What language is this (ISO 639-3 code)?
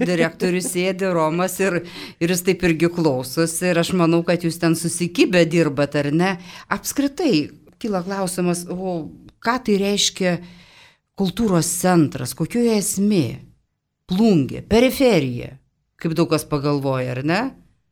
lit